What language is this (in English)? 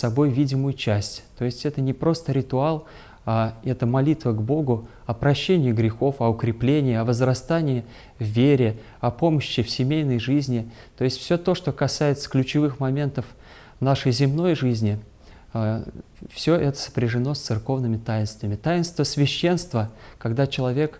Russian